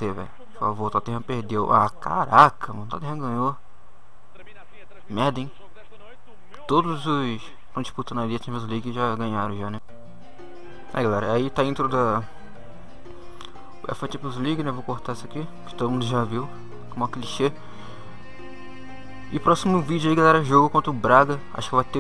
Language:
Portuguese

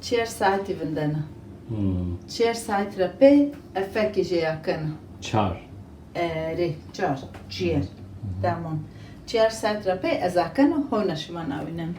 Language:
Zaza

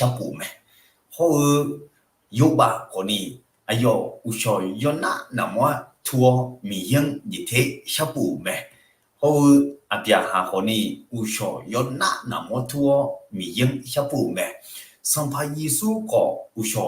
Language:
Akha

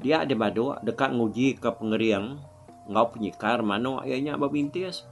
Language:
Iban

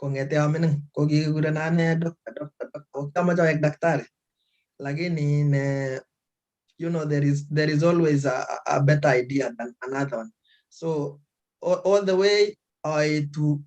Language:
Kalenjin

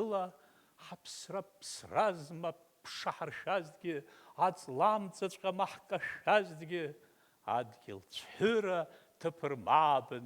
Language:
Abkhazian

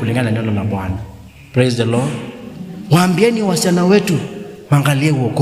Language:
Kamba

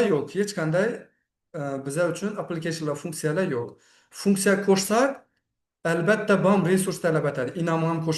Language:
Uzbek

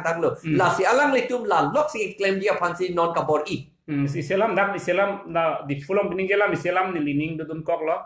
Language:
Karbi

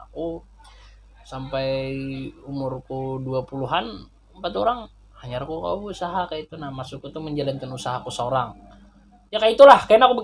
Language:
Banjar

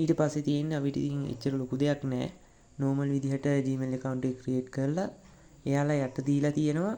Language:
Sinhala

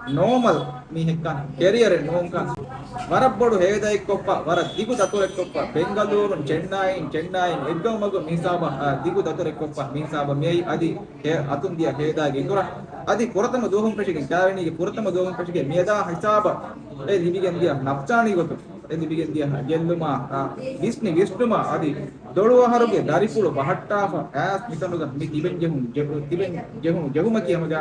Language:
Divehi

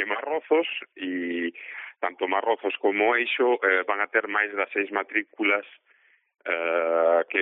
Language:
Galician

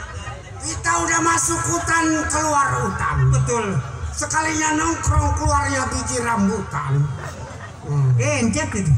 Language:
Betawi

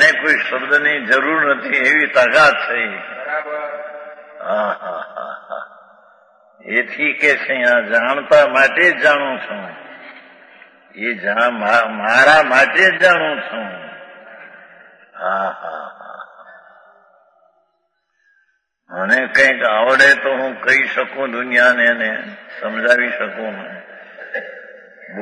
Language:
Gujarati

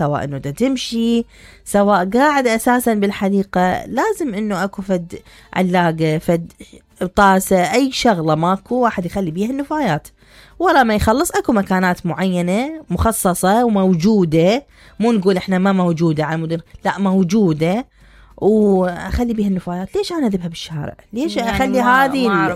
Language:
Mesopotamian Arabic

